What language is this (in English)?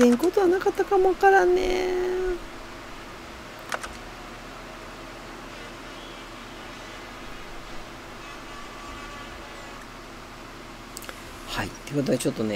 Japanese